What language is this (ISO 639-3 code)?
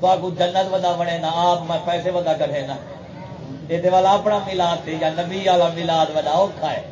skr